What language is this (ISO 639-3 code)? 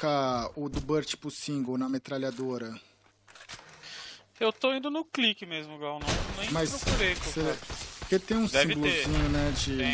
por